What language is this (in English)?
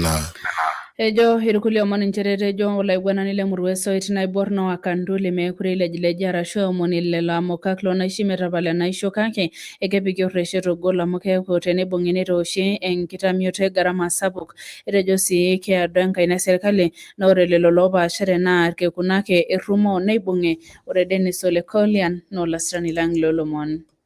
Masai